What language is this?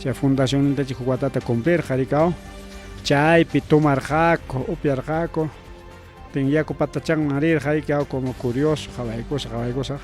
Ayacucho Quechua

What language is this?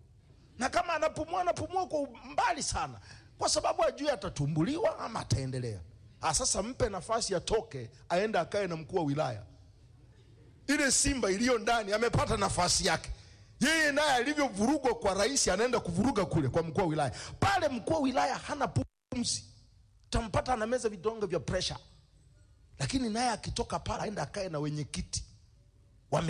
Swahili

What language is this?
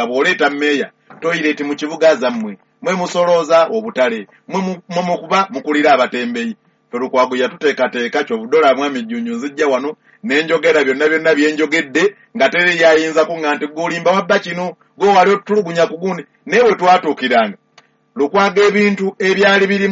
Ganda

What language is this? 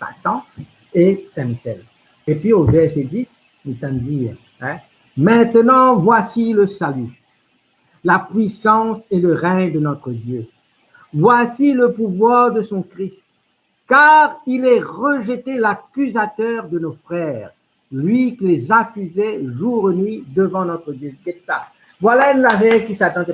Morisyen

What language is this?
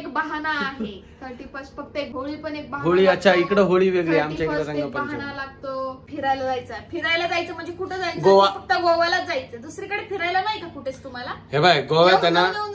Marathi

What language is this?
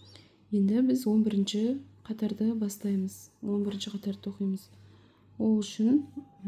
Kazakh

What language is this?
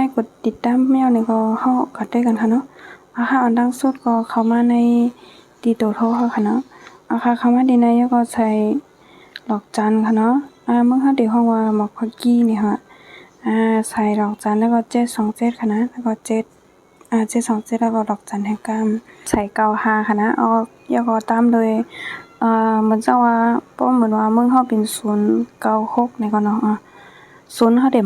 Shan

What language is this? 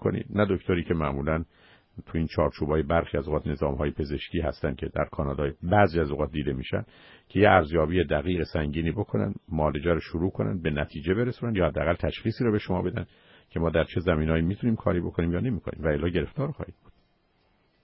Persian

